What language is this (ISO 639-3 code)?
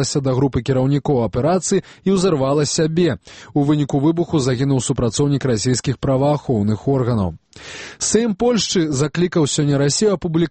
bel